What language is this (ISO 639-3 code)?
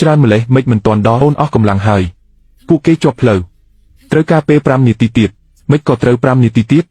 khm